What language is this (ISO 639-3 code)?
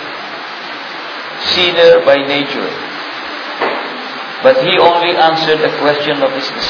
fil